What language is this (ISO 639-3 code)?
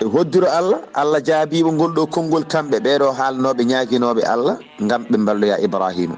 ful